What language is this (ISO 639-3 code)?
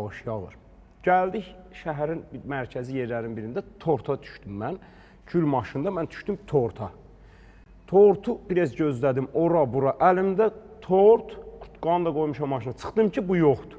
aze